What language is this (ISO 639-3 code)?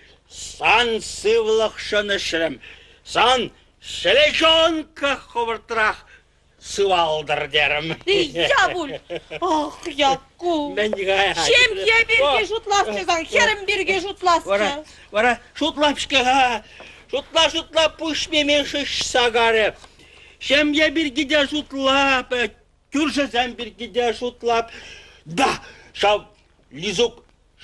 chv